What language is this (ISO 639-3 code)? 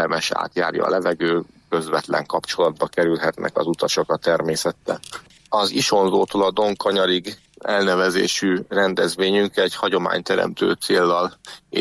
hun